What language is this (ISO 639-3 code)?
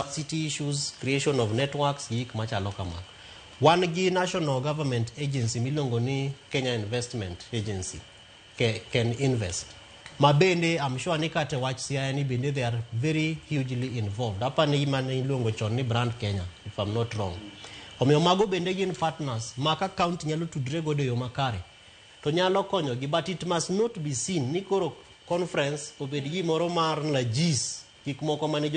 luo